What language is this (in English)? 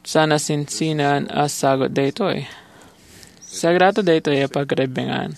Iloko